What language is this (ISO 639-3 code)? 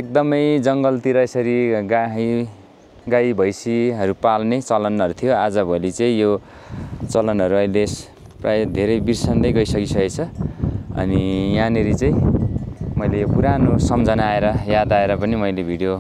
nep